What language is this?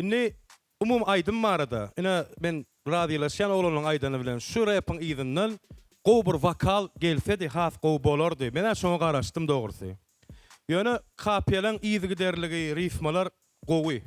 Turkmen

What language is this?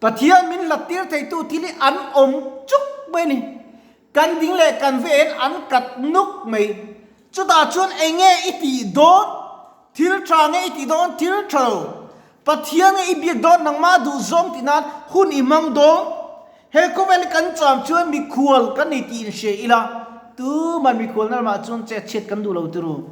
Mizo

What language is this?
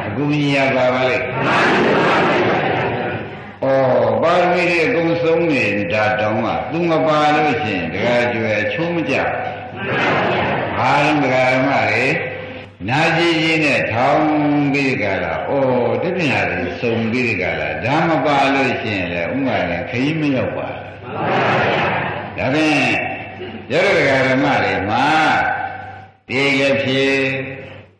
Burmese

